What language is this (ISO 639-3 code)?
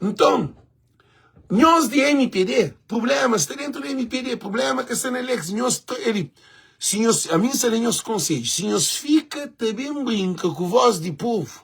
kea